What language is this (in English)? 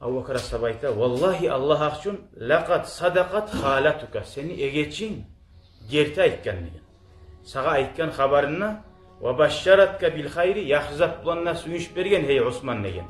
Kumyk